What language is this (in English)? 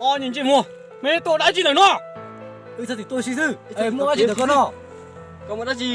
Hmong